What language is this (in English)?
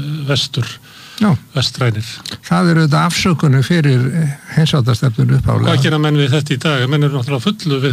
Icelandic